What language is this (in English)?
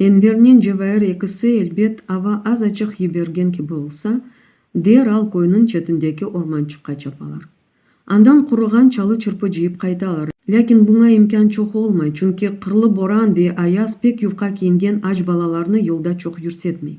Crimean Tatar